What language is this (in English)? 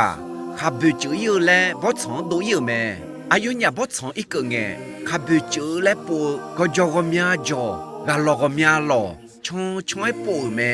Akha